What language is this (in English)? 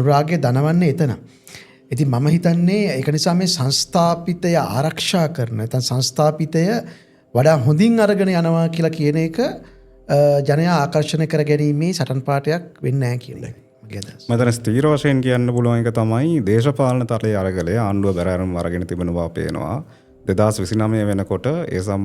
Sinhala